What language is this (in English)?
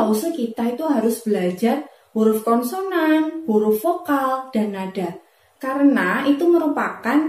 Indonesian